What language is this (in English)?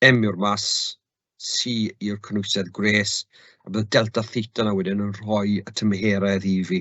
Welsh